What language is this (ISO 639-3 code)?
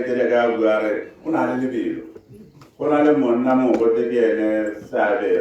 tsn